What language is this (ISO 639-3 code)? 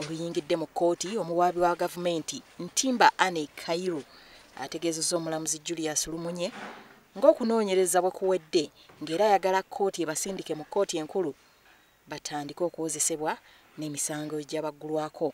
lug